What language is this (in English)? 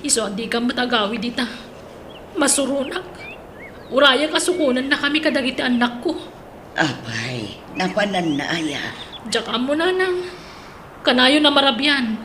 Iloko